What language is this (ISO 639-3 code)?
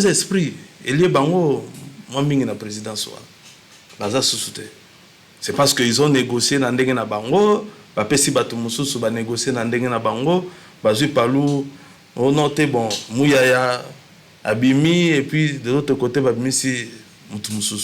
lin